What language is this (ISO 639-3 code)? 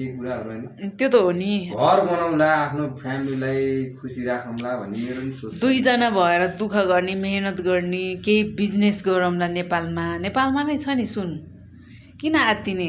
nep